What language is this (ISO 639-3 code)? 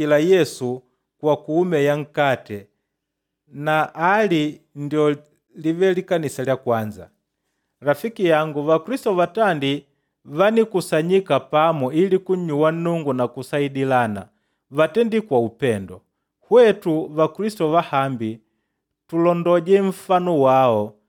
kde